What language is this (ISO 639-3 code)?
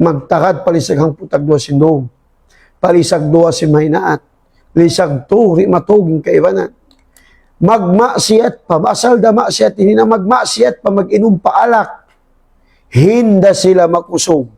tsg